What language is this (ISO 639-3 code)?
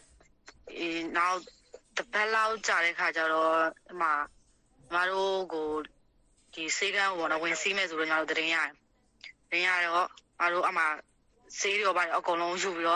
mya